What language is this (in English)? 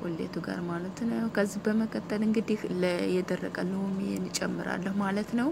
Amharic